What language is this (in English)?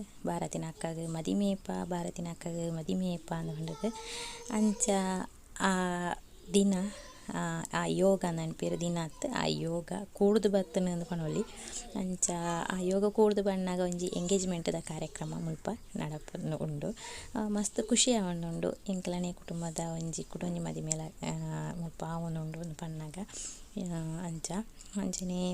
Tulu